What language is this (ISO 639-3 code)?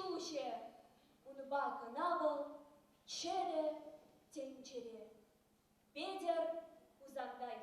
chv